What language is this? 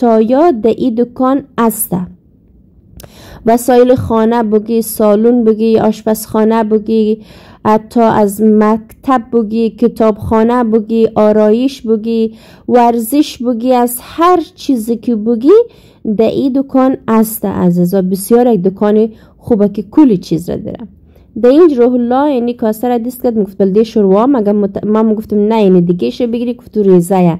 Persian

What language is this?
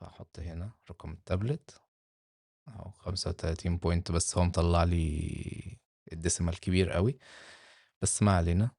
Egyptian Arabic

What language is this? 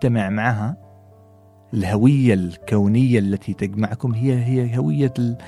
Gulf Arabic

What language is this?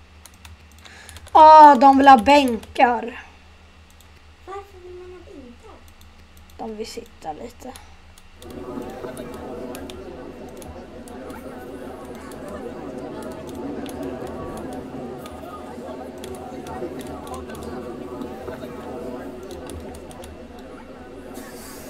Swedish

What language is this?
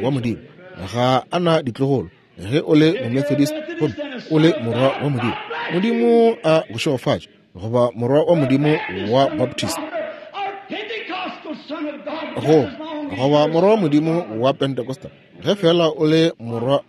Northern Sotho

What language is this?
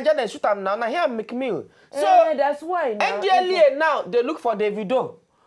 Nigerian Pidgin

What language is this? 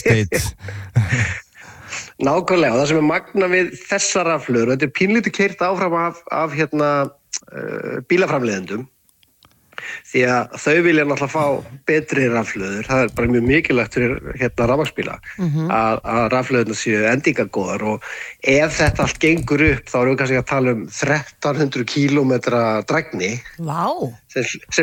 Icelandic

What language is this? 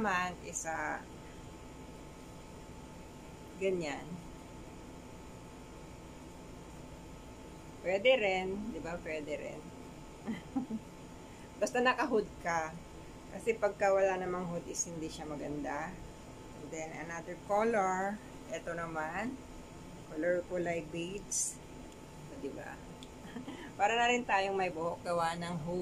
Filipino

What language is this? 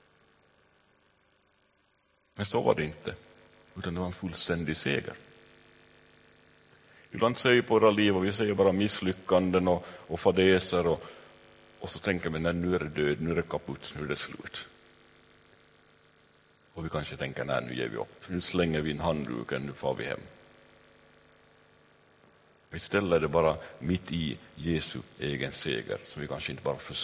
Swedish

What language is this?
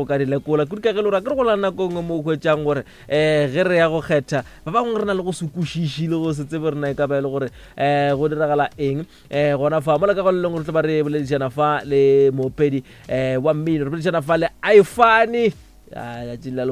Northern Sotho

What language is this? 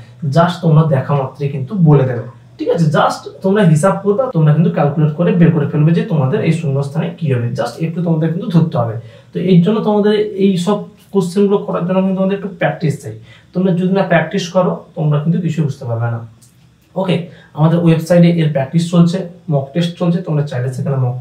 Bangla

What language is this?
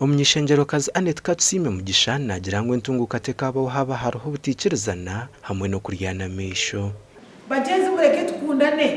Nyankole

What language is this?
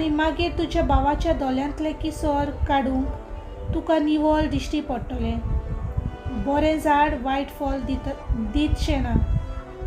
Konkani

